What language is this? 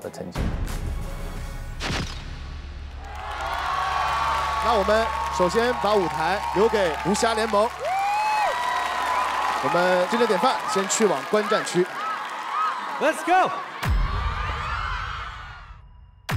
Chinese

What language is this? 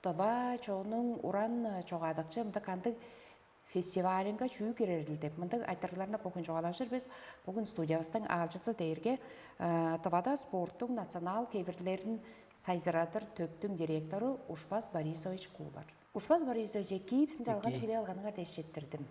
Tuvinian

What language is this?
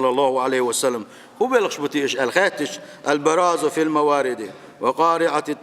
Chechen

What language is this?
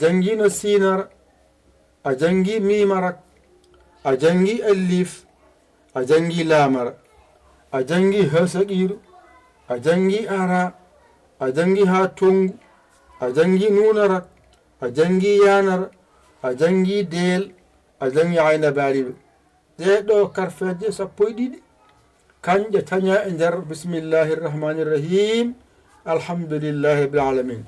Fula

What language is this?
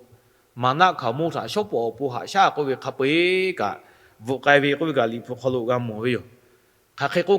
Lahu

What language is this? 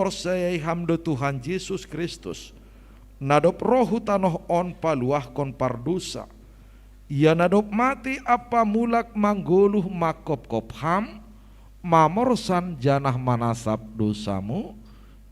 Batak Simalungun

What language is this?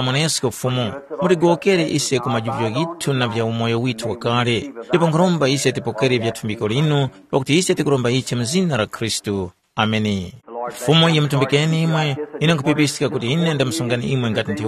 Tumbuka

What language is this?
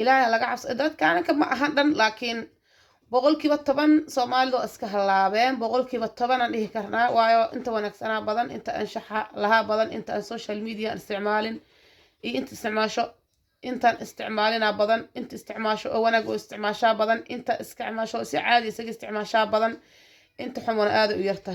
Somali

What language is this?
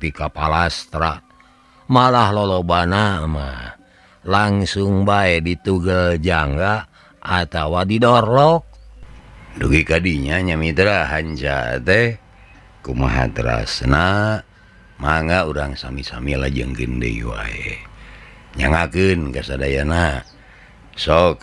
Sundanese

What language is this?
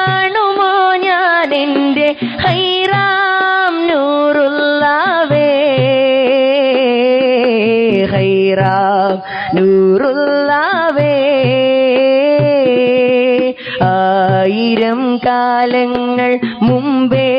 Malayalam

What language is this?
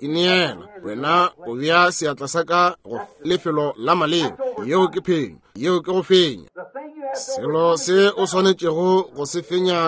Northern Sotho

